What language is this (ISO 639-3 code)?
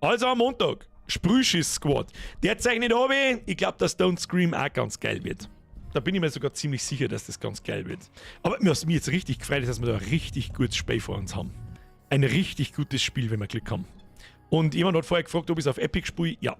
bar